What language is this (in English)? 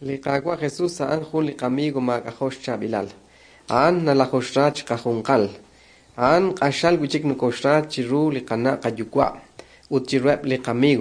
Kekchí